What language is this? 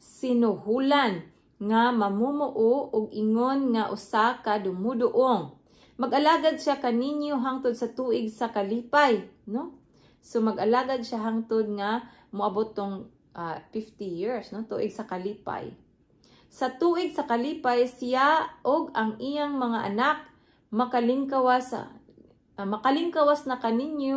Cebuano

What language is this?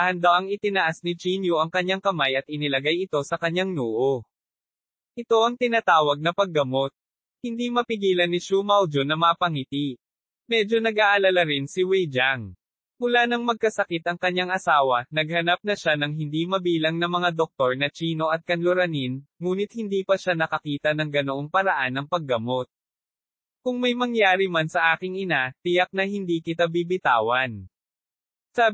Filipino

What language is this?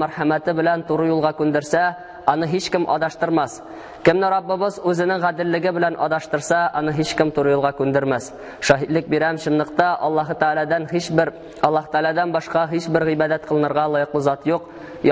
Tatar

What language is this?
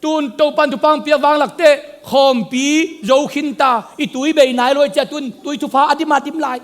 Tedim Chin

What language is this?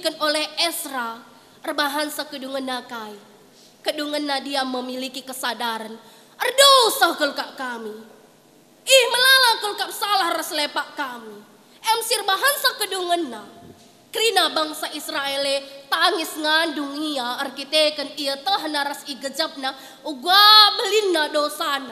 Batak Karo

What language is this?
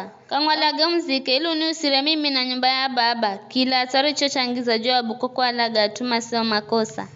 Giryama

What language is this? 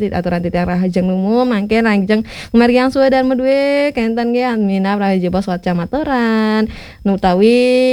Balinese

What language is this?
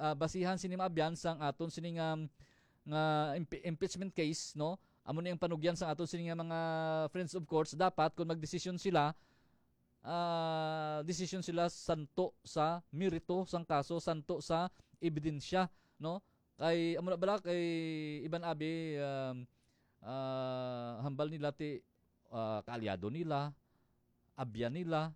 Hiligaynon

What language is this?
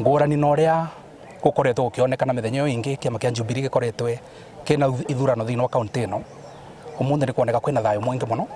Meru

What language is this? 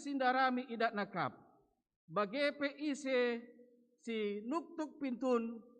Batak Karo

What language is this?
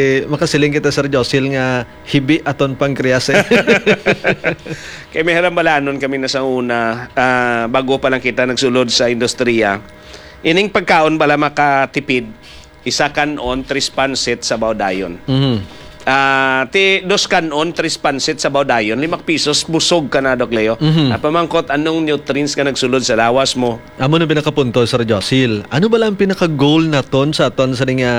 Hiligaynon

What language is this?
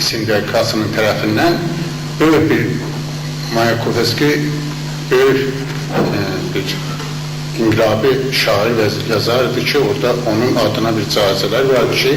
South Azerbaijani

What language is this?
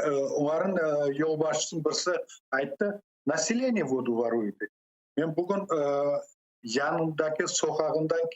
Crimean Tatar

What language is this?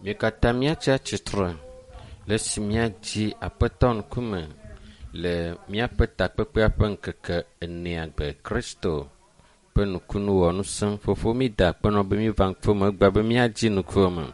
Ewe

